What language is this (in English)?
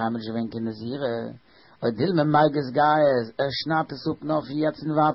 Yiddish